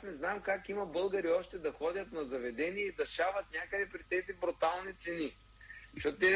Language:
Bulgarian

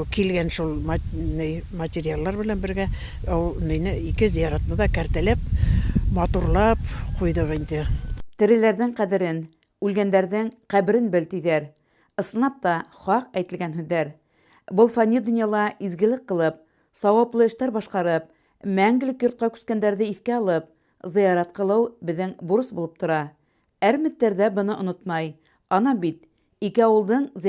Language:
Bashkir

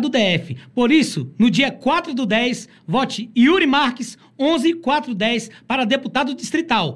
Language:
Portuguese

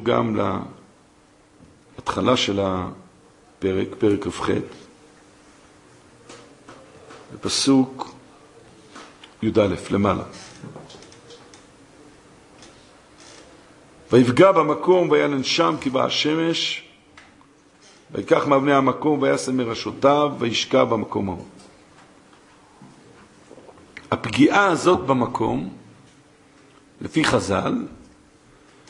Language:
Hebrew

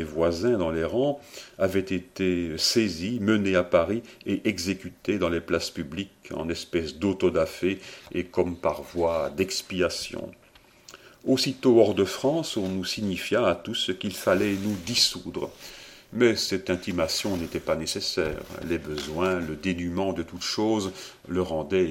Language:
French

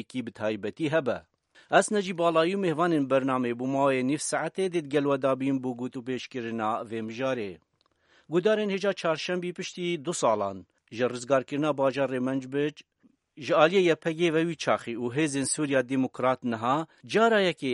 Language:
Kurdish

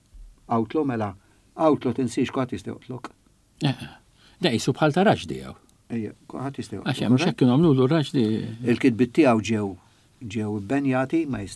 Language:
Maltese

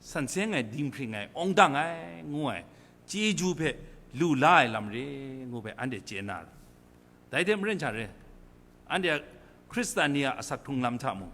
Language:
Kachin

